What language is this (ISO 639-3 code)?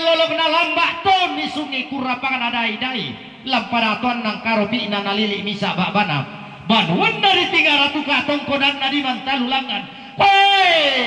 sda